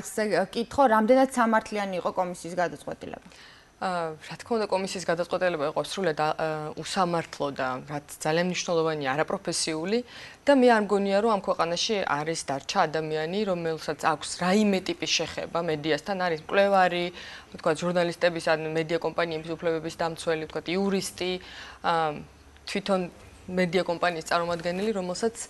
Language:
Georgian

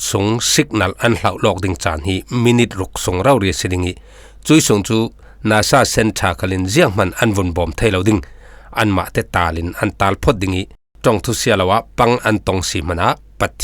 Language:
Falam Chin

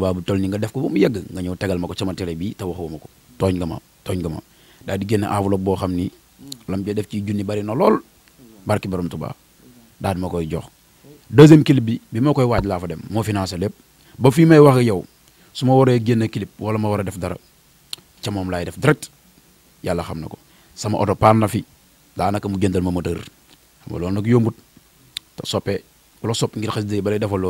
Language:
Wolof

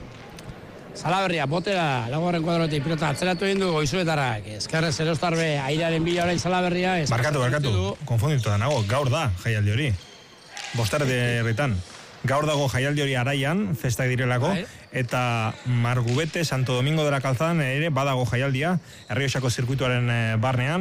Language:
Basque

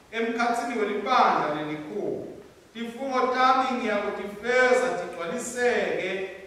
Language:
Swati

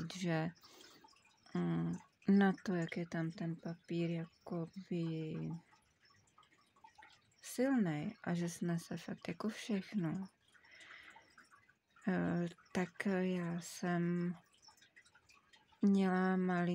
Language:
Czech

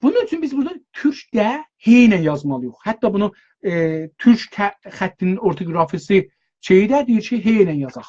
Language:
South Azerbaijani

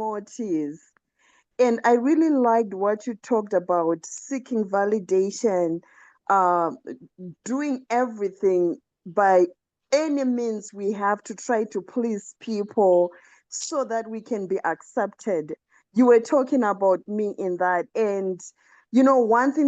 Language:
English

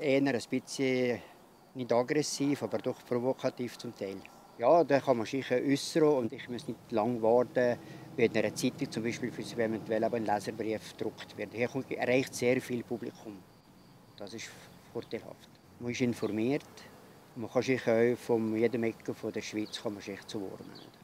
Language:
Swiss German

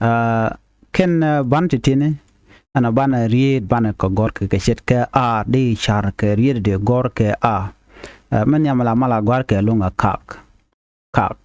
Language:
Nuer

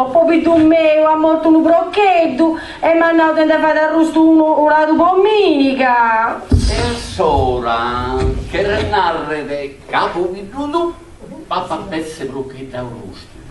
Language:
Sardinian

